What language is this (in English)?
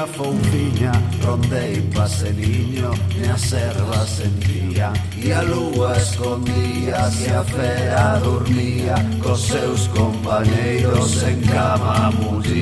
Galician